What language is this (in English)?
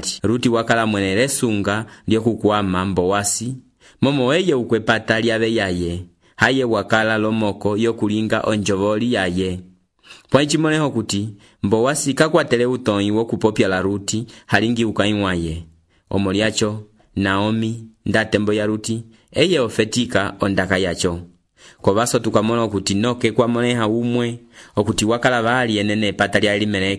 Umbundu